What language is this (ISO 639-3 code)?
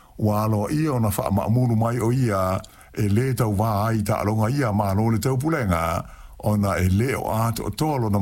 smo